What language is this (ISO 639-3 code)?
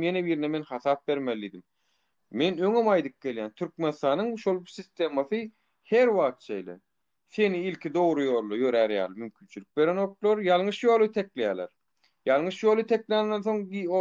tuk